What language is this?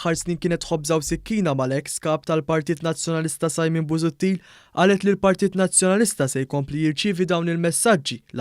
Maltese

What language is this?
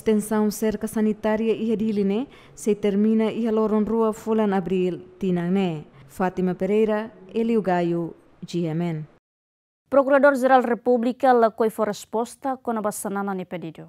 Tetum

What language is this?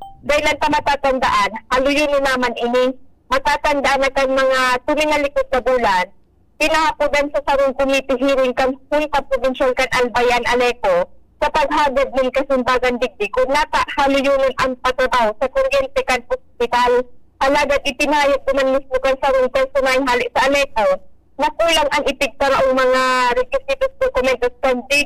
Bikol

